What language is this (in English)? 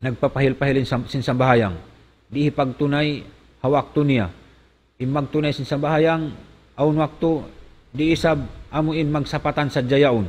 Tausug